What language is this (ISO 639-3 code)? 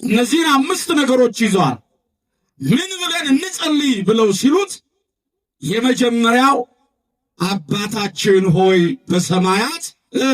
amh